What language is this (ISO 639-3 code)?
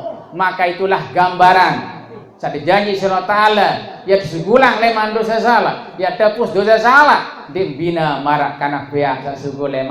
sas